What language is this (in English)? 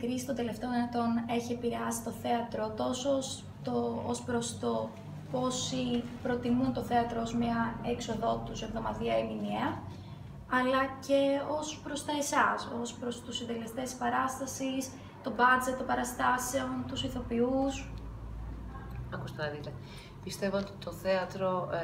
Greek